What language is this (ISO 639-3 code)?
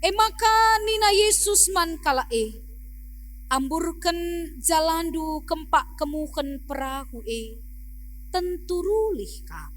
btx